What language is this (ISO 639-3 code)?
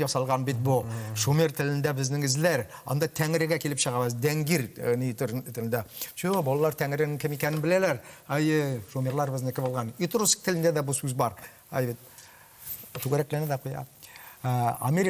tat